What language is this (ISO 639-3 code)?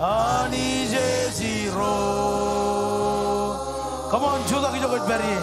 mah